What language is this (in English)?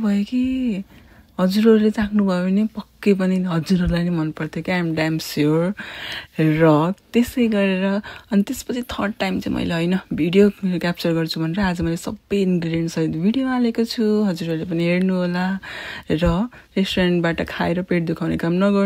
Nepali